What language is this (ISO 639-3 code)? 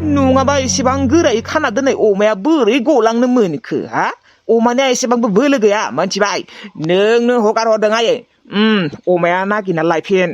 brx